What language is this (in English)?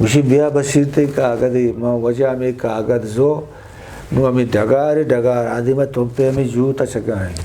Eastern Balochi